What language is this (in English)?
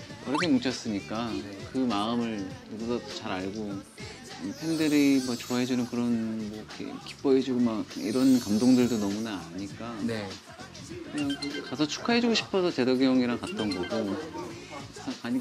Korean